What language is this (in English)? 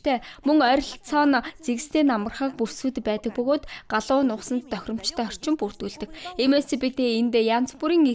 Mongolian